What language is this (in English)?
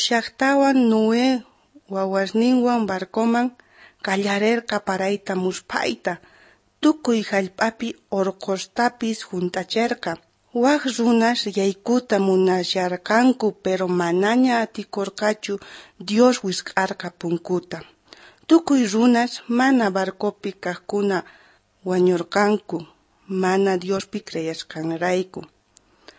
South Bolivian Quechua